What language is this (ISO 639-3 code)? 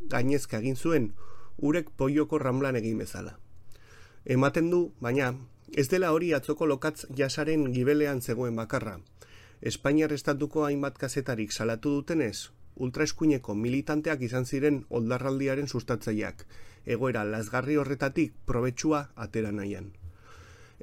eus